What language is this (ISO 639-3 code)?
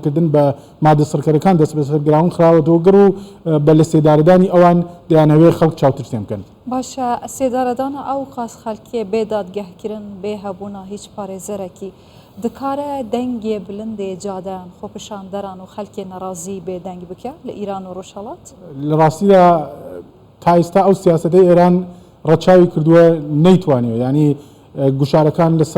ckb